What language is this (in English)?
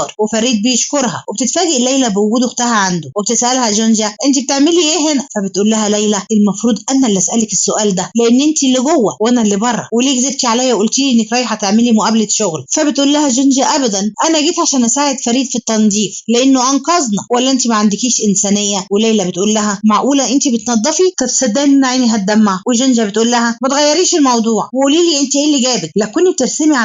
Egyptian Arabic